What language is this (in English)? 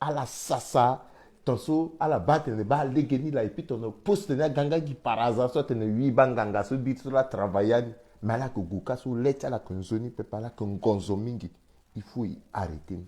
Sango